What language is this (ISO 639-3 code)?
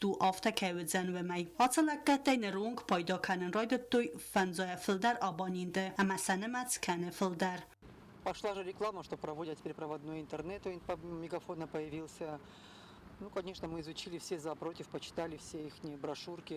oss